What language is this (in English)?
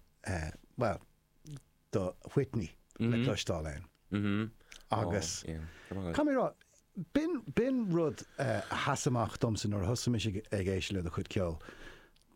Irish